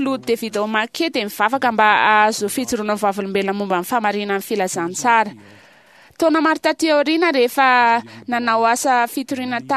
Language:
Malagasy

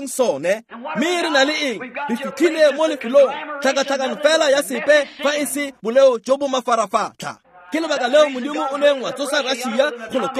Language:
Tswana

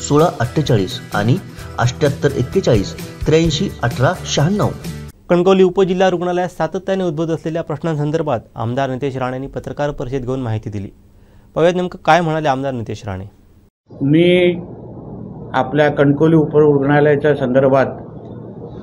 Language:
Marathi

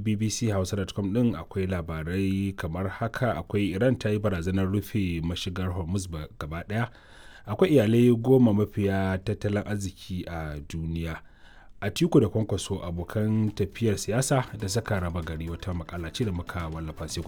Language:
Hausa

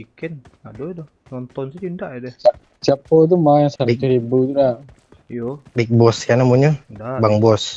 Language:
Minangkabau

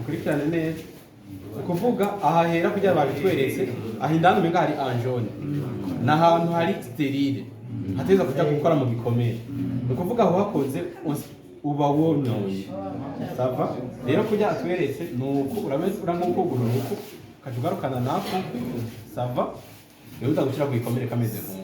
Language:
Rundi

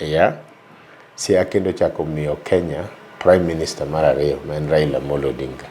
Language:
Luo (Kenya and Tanzania)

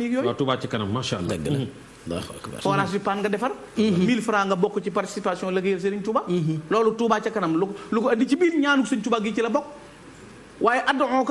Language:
Wolof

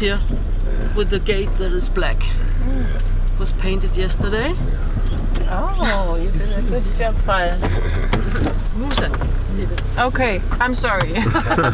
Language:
Danish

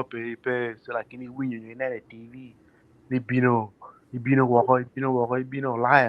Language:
Acoli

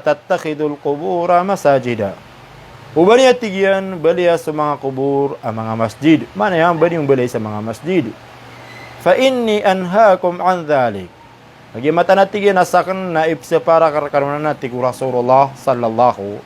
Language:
Maranao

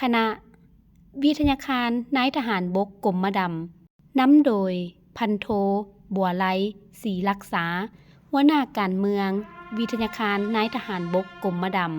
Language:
Lao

